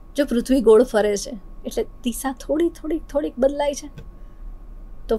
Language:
Gujarati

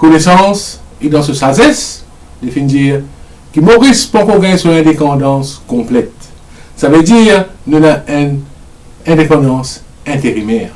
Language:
Morisyen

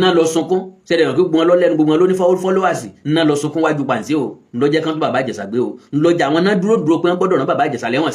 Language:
Yoruba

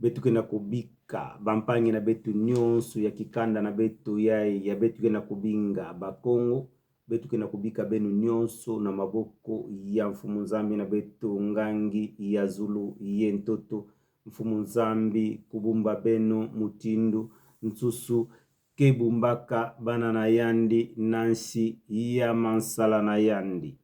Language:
Kituba (Democratic Republic of Congo)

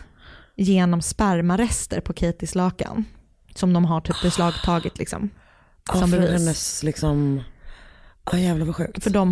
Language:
Swedish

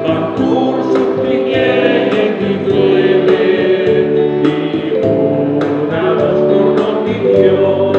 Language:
Papiamento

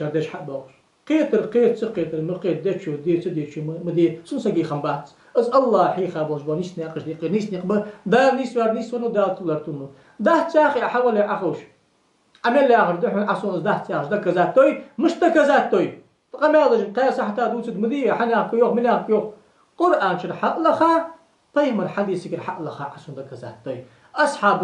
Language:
Ingush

